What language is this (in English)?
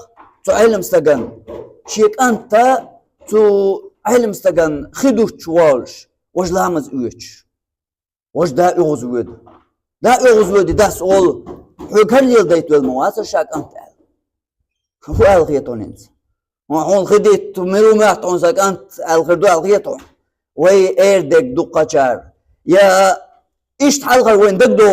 Chechen